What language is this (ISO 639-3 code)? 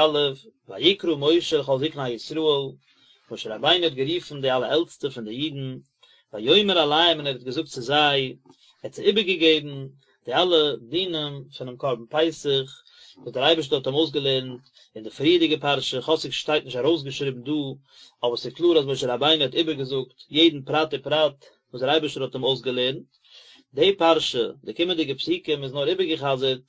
yid